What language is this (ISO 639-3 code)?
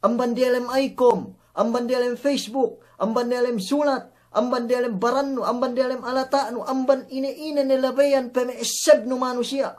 yka